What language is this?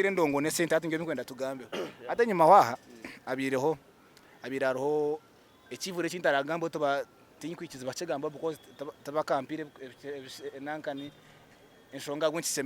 Nyankole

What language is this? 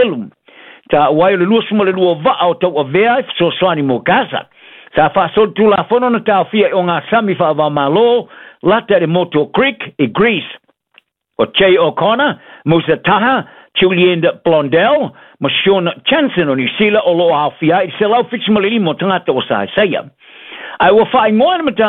Samoan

